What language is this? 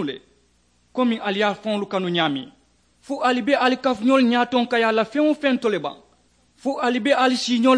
Mandingo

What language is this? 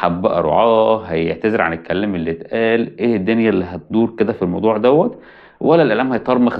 Egyptian Arabic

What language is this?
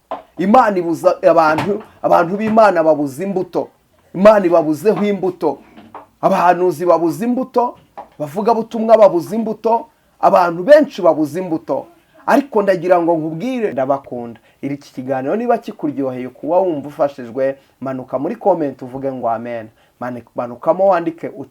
Kinyarwanda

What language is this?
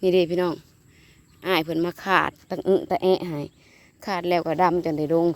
Northeastern Thai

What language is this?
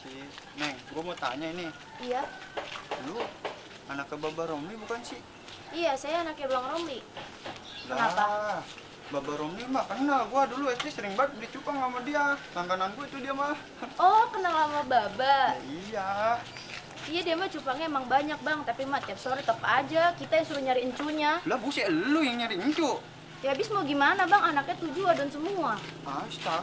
Betawi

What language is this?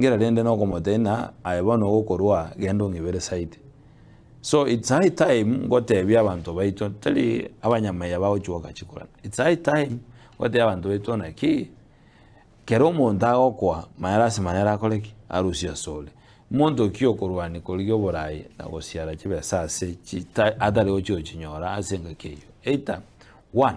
Gusii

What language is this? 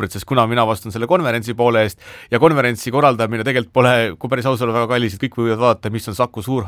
Estonian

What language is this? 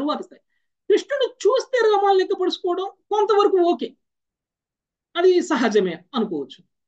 Telugu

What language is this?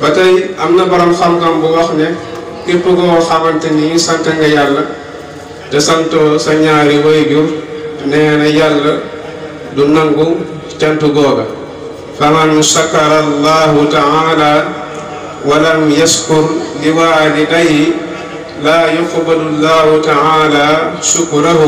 Wolof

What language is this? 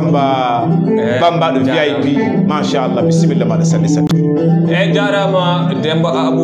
Fula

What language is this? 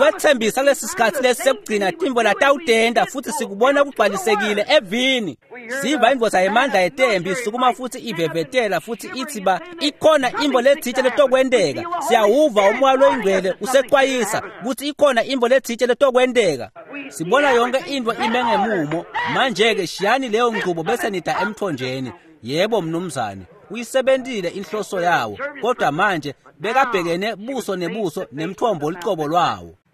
Swati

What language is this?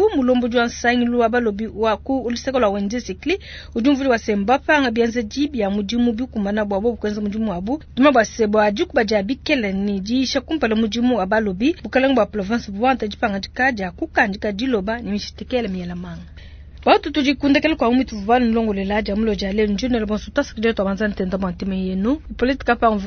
Luba-Lulua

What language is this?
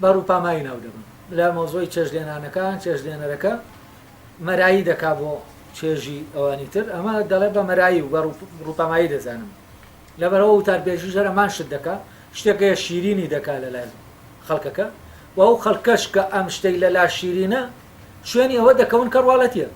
Central Kurdish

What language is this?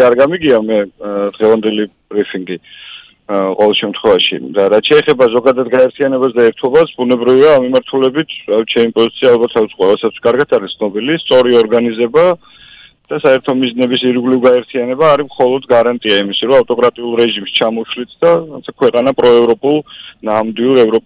Georgian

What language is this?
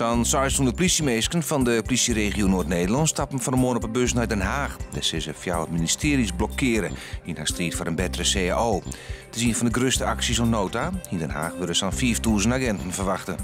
Western Frisian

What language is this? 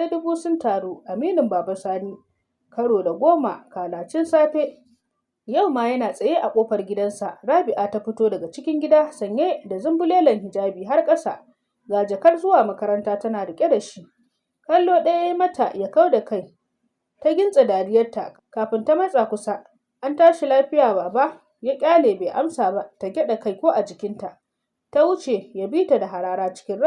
Hausa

